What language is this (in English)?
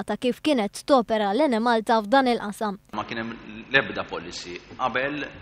Maltese